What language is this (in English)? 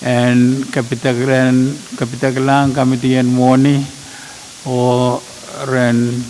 Pohnpeian